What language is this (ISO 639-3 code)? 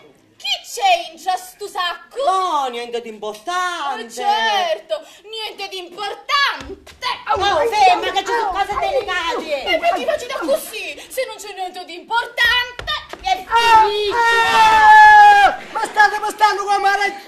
scn